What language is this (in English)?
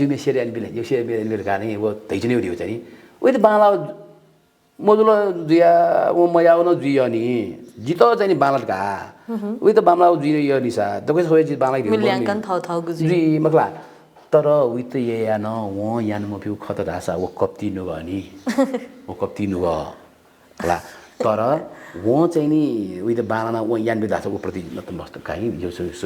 Newari